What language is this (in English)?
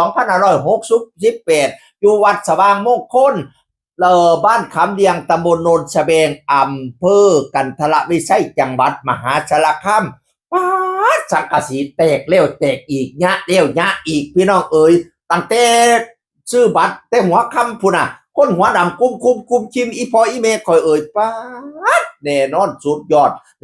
Northeastern Thai